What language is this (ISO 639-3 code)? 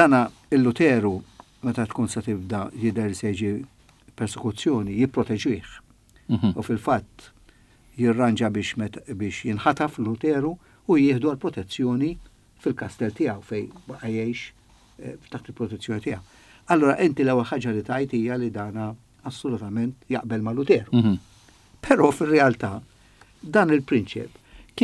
mlt